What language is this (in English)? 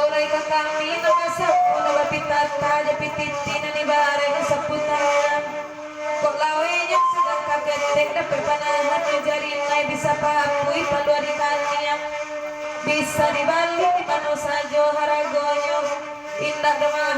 Minangkabau